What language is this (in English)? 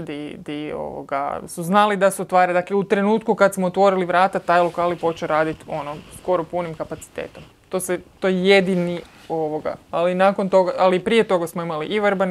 Serbian